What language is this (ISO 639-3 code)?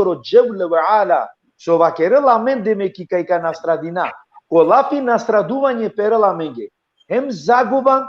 rmn